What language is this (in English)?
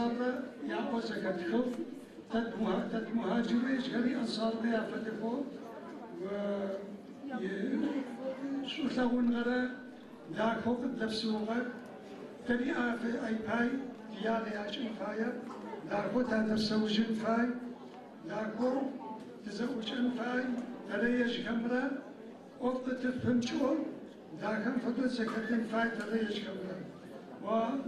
Adyghe